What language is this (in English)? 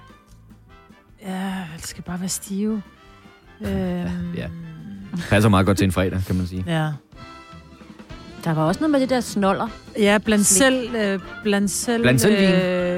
Danish